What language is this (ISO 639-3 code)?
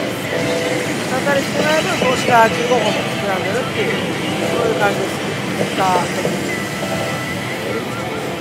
jpn